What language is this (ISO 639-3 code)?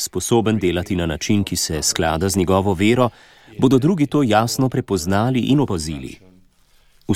slv